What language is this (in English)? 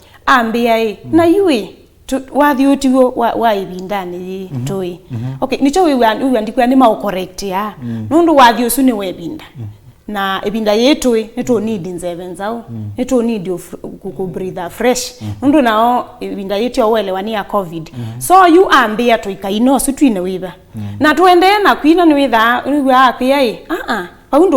Kamba